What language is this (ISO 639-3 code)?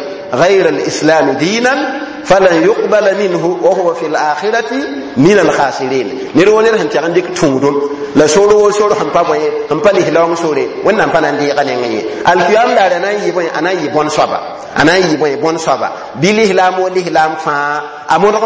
mos